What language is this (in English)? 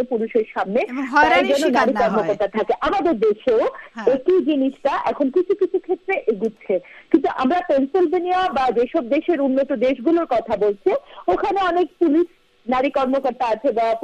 Bangla